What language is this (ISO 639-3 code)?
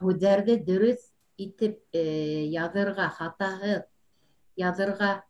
bak